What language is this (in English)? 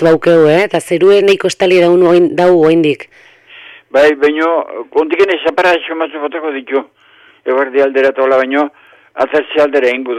Basque